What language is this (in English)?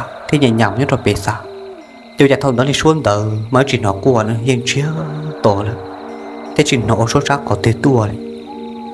Hmong